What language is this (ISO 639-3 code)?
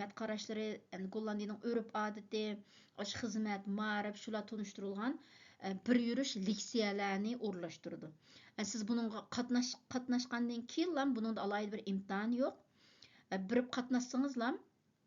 uig